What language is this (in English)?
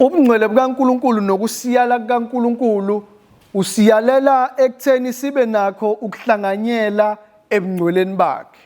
Zulu